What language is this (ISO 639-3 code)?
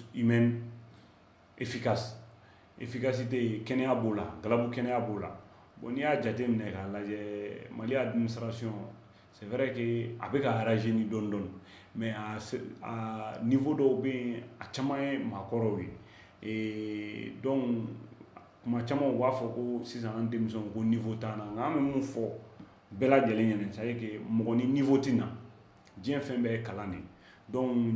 bam